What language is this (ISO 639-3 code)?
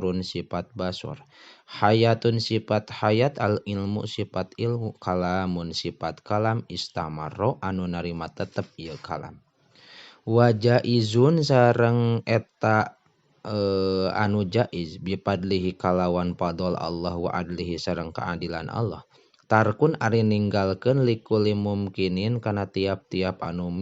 sun